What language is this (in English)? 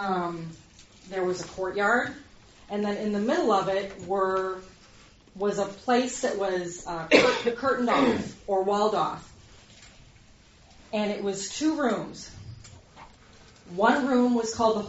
English